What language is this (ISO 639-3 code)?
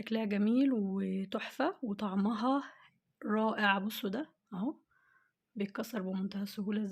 arz